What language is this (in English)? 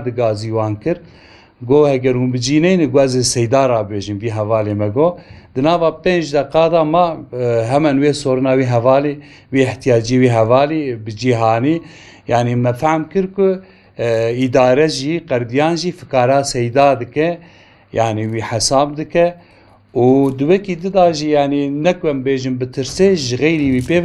Kurdish